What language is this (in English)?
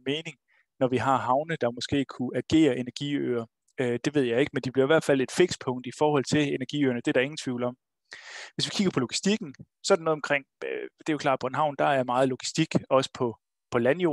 Danish